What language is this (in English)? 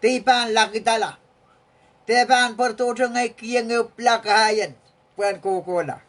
Pohnpeian